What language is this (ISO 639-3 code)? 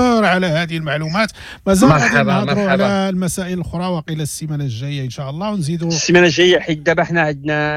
ary